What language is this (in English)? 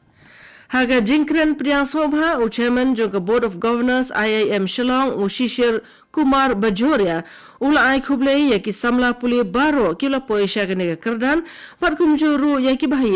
Khasi